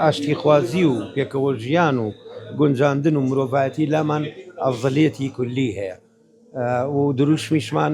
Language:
Central Kurdish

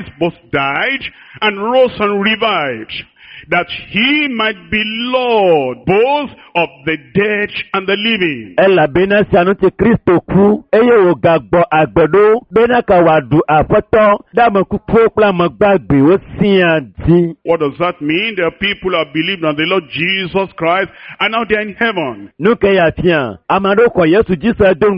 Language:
Ewe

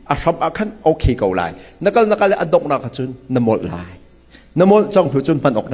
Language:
Hakha Chin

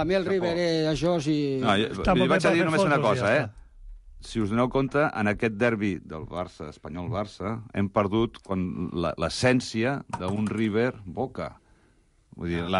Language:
Catalan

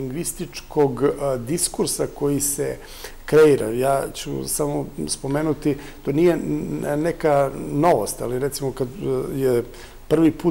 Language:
Serbian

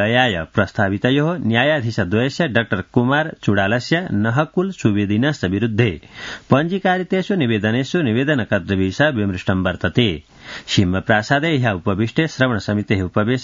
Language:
Sanskrit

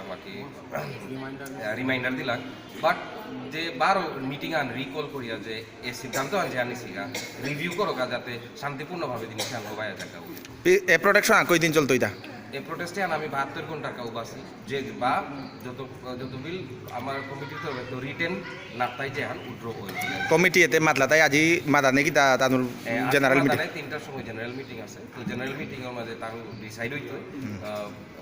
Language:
Bishnupriya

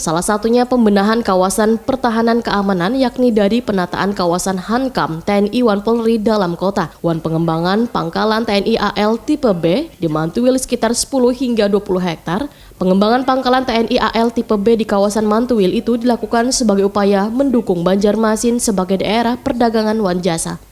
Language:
Banjar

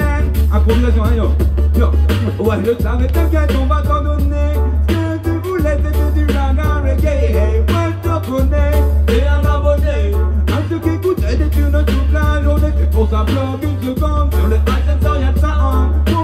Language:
French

